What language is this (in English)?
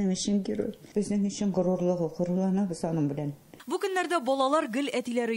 Tatar